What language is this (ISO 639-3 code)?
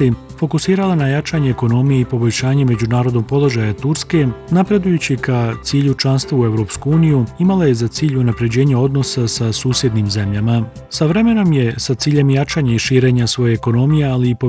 bos